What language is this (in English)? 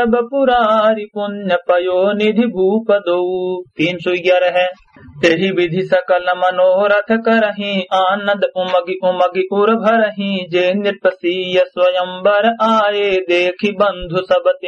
Awadhi